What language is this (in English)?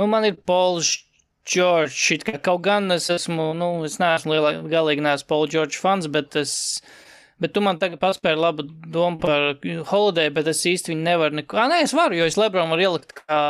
Latvian